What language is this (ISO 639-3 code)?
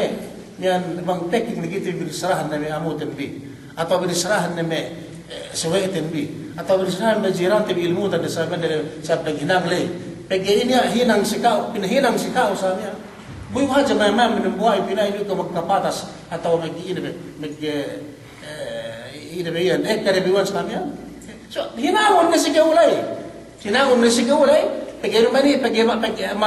yka